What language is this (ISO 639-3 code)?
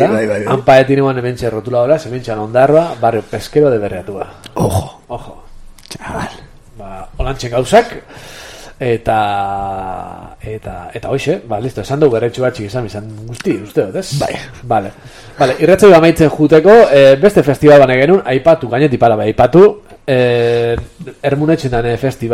eus